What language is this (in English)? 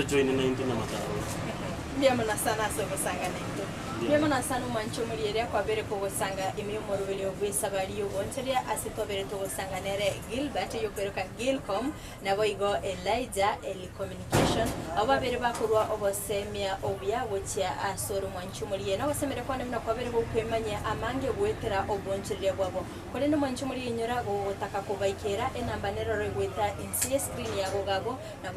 Gusii